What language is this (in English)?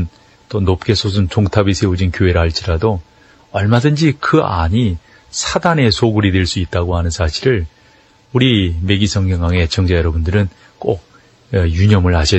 Korean